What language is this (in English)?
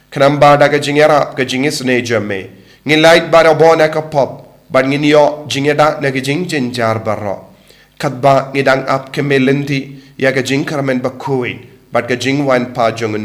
Khasi